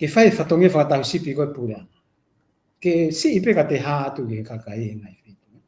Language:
Tongan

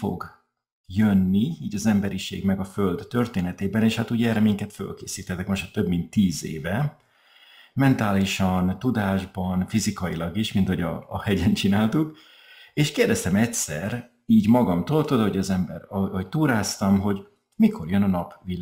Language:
Hungarian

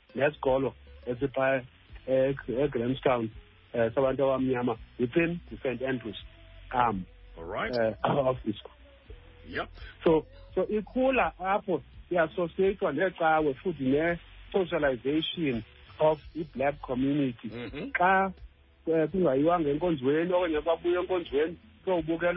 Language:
Xhosa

